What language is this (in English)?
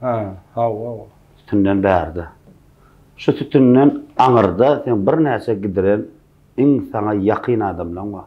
Turkmen